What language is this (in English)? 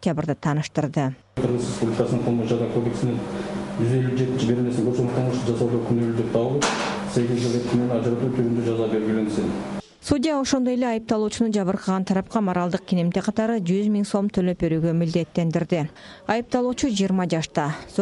Kyrgyz